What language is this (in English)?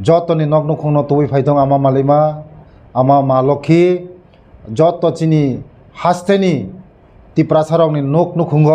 Kok Borok